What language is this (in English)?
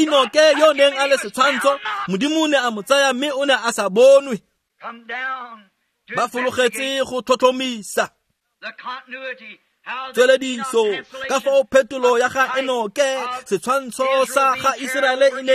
Tswana